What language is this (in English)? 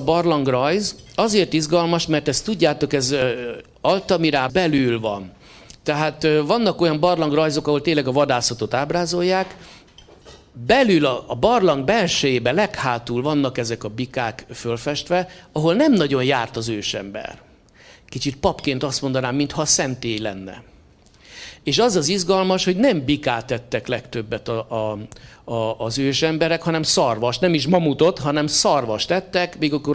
Hungarian